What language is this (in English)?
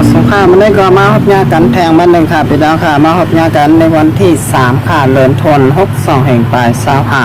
Shan